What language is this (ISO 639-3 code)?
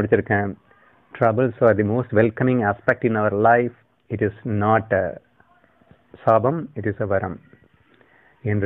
tam